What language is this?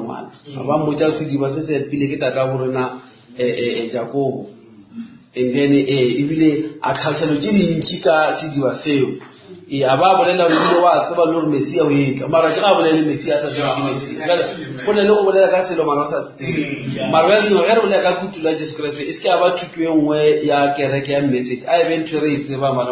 Northern Sotho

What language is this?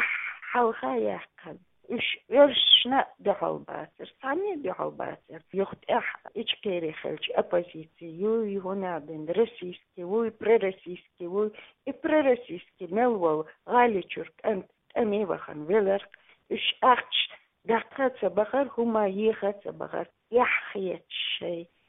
Chechen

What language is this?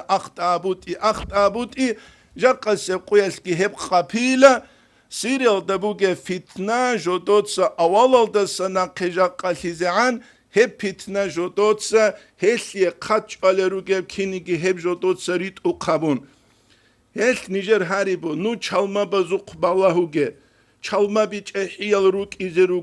Avaric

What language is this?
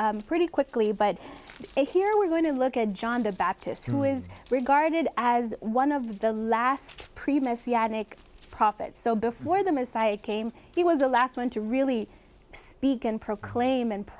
English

